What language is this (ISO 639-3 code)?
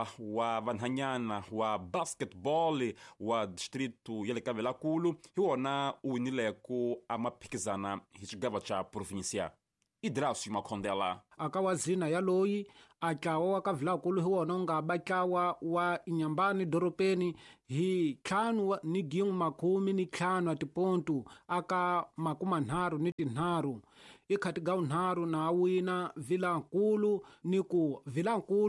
tso